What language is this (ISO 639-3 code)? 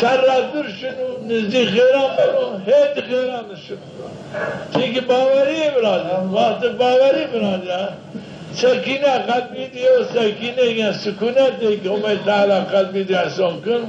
zza